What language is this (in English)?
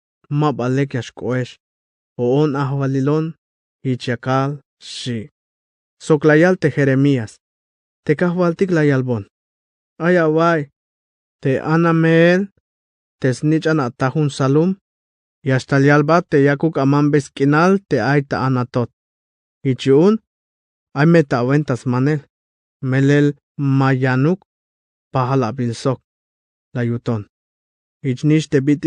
Tzeltal